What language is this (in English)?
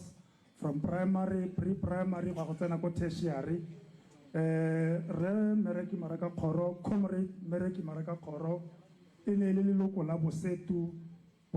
Tswana